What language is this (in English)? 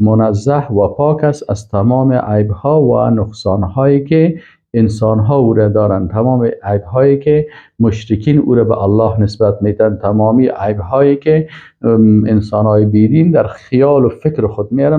Persian